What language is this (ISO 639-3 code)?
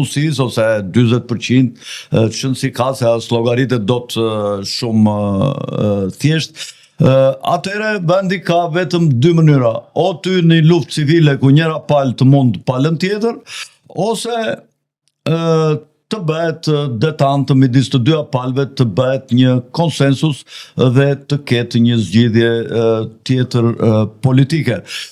sqi